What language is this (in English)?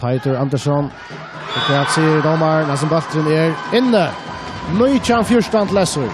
Faroese